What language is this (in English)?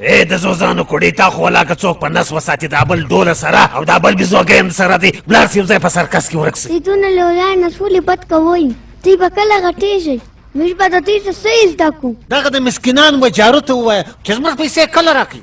Pashto